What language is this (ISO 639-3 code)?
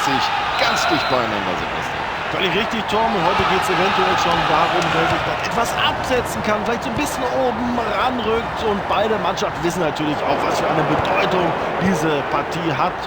bar